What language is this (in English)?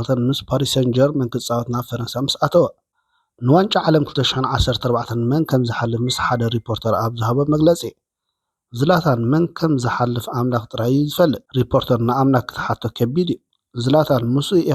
Tigrinya